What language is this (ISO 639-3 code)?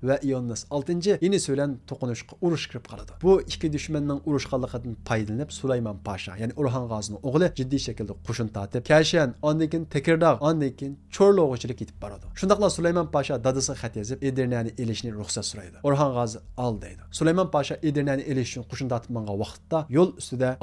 uig